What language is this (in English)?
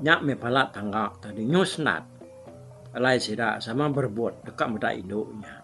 Iban